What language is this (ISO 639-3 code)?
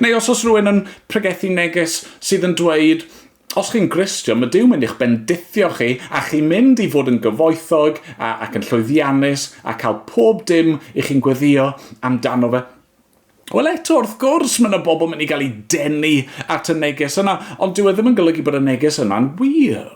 cym